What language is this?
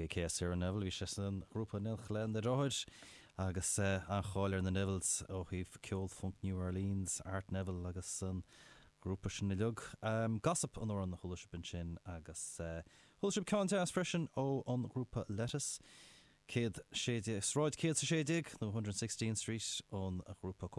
Irish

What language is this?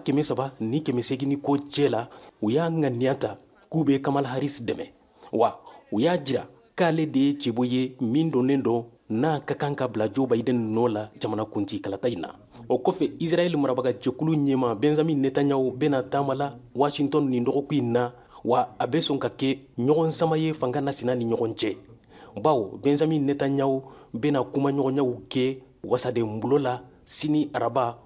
Bambara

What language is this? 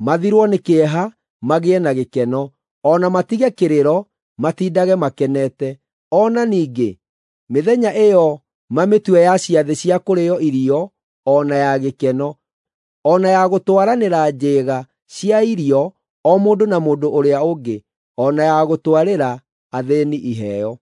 Kikuyu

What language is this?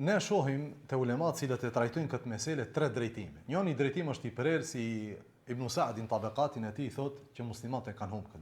Albanian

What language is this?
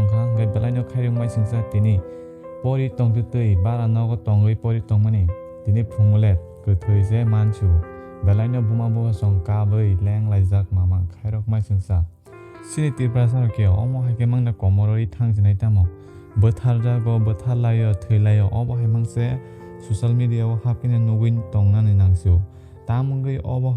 Kok Borok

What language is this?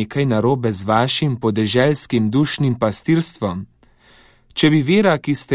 Slovenian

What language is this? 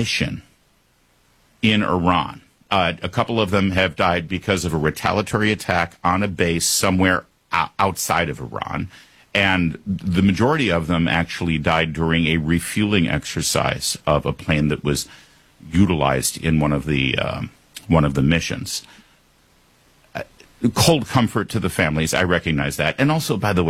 English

